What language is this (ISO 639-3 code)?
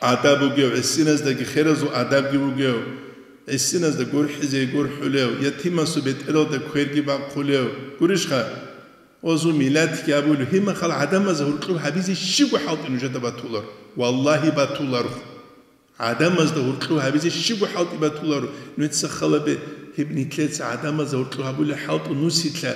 ava